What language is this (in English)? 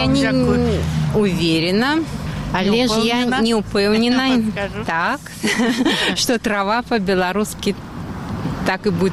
Belarusian